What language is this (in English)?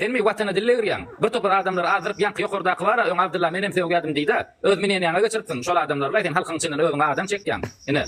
Turkmen